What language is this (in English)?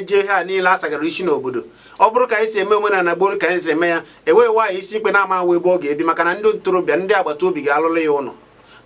Igbo